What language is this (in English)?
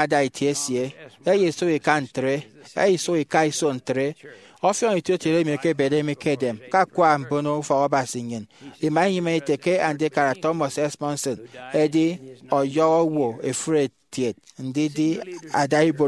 Efik